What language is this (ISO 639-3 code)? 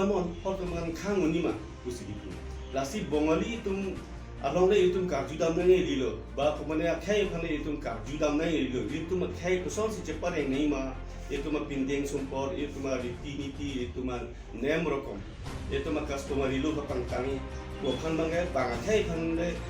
mjw